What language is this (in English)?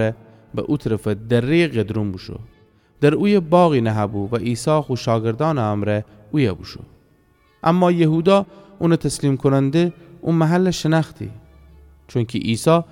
Gilaki